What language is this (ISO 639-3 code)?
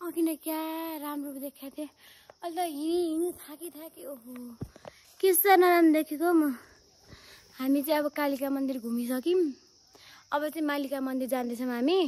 nep